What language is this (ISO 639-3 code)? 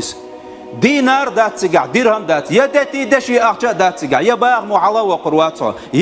che